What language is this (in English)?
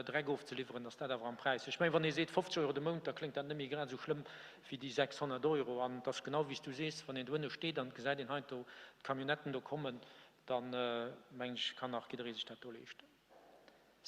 Luxembourgish